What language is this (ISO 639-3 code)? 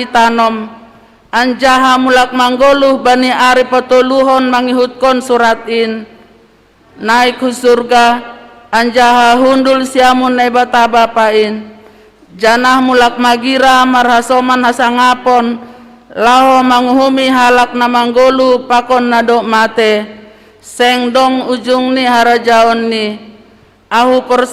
bts